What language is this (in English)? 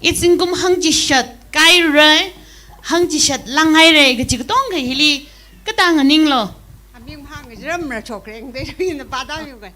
Tangkhul Naga (India)